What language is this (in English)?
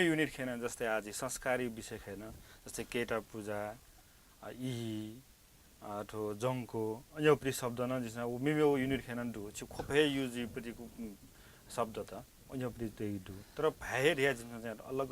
Newari